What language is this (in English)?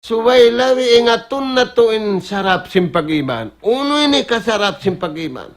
Tausug